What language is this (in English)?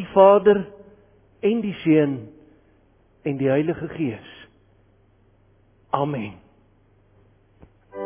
Afrikaans